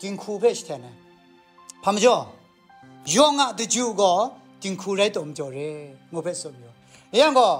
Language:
Kachin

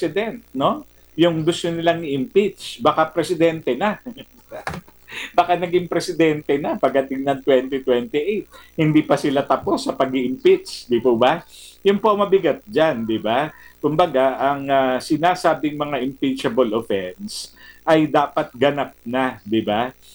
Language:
Filipino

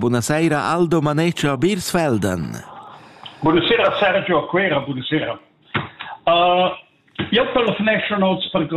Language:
Italian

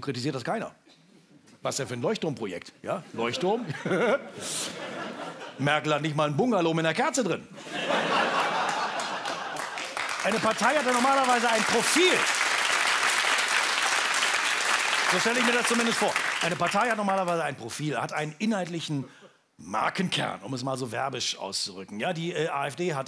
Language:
German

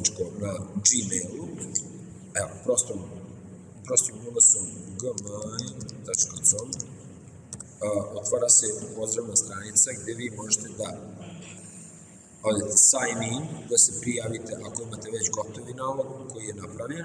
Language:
Serbian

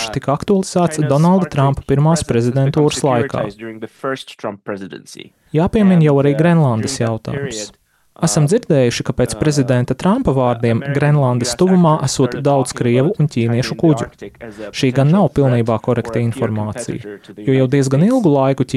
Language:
Latvian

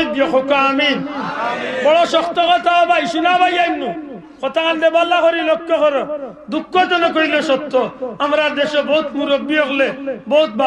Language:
Sylheti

